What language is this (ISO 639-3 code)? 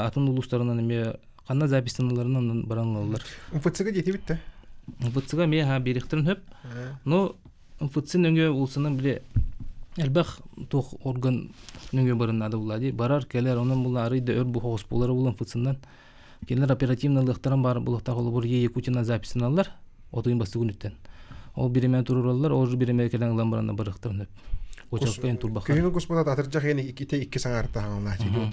sah